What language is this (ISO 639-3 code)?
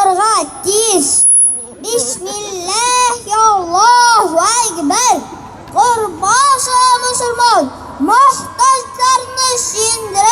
tat